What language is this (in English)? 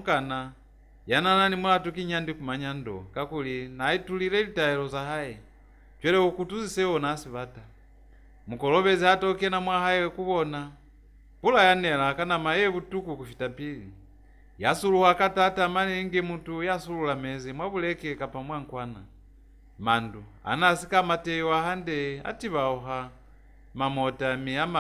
Lozi